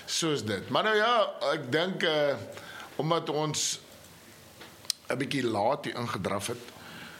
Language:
Afrikaans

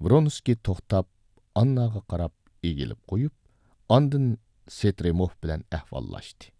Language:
Uyghur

